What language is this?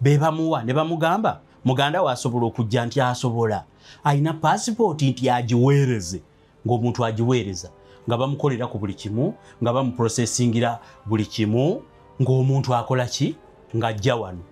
Ganda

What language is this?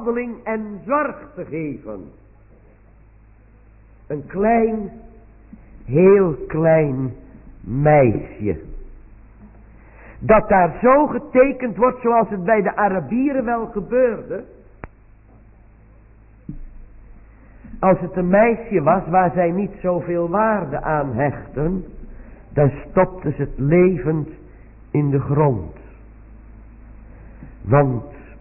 Dutch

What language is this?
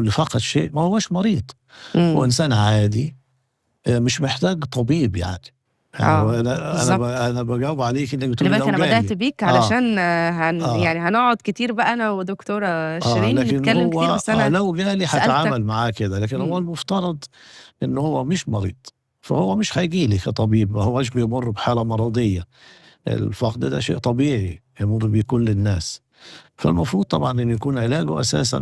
Egyptian Arabic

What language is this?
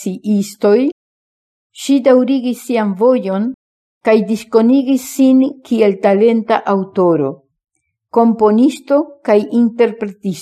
Esperanto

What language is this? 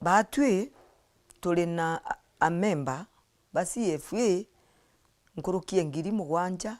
Meru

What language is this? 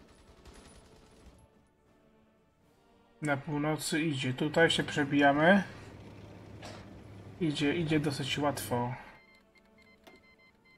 Polish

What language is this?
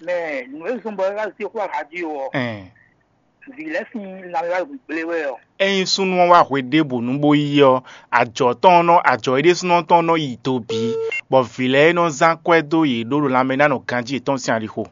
Fon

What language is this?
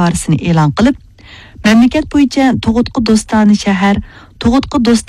Uyghur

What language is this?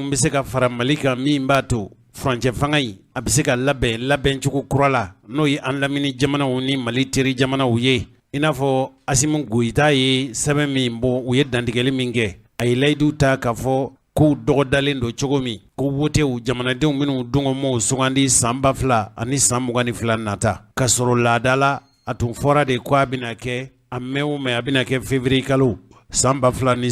Bambara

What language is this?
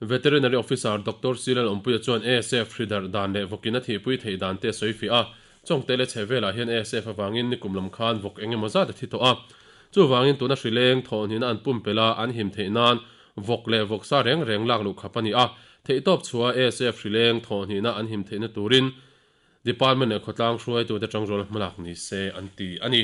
Mizo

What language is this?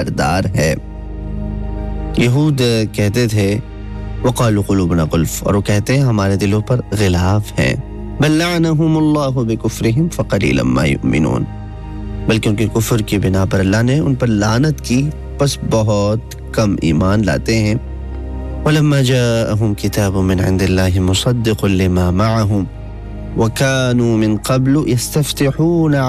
Urdu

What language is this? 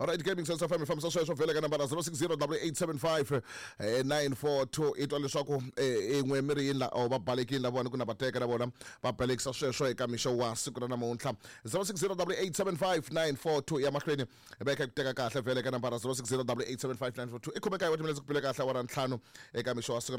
Tsonga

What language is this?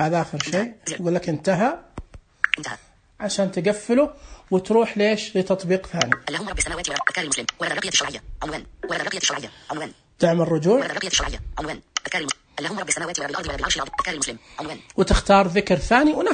Najdi Arabic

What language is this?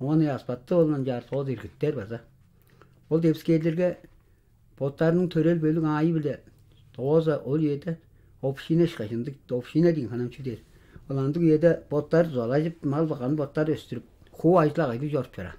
Tuvinian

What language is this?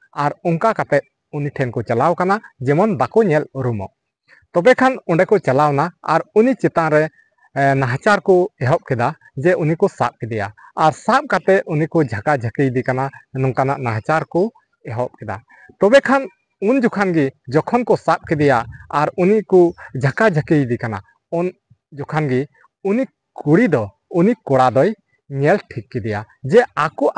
Santali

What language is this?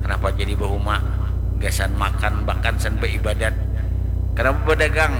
Banjar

